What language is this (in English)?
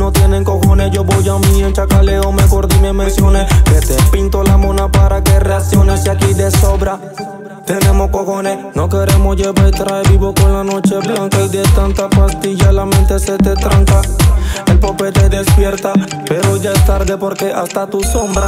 Spanish